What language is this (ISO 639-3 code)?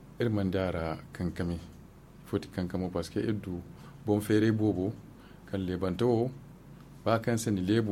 dje